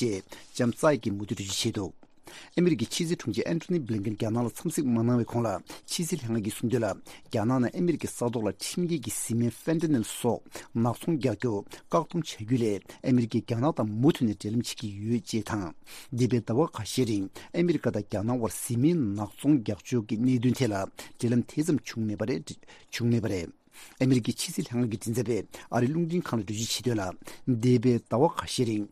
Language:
Tibetan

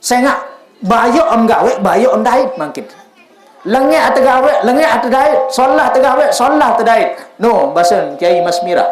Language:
Sasak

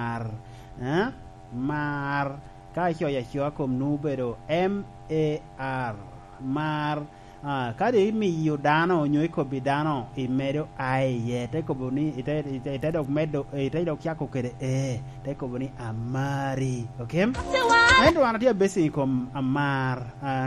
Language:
Lango (Uganda)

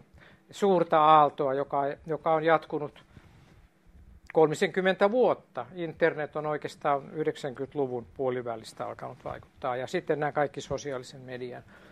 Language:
Finnish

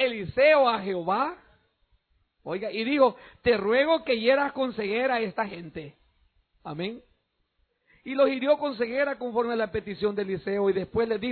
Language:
Spanish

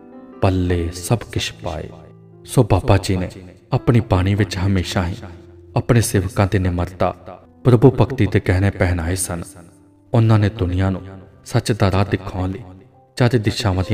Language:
Punjabi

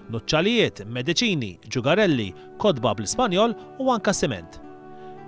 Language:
Maltese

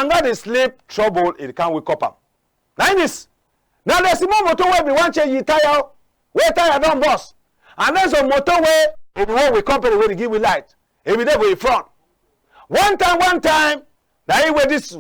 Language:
Cameroon Pidgin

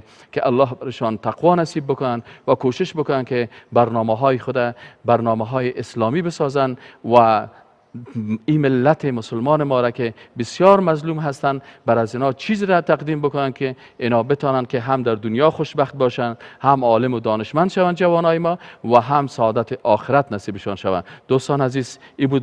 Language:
Persian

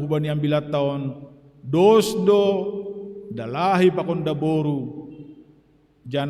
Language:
Batak Simalungun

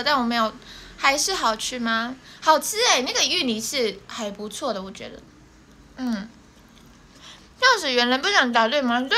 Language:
Chinese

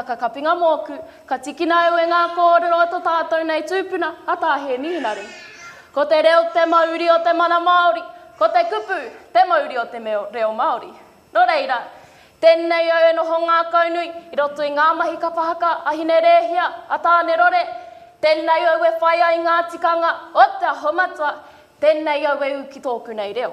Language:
Māori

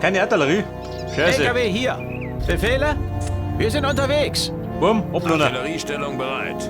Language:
Bavarian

